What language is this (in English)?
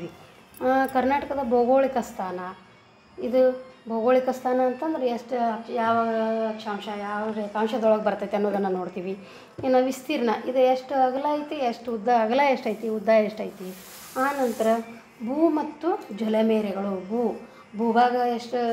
Kannada